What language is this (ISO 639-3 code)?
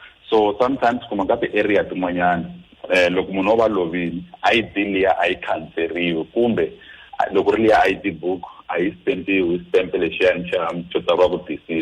tso